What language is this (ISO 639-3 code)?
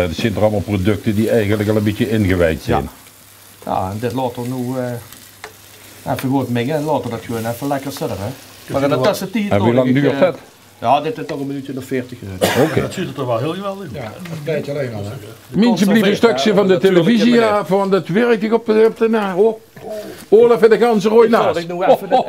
lim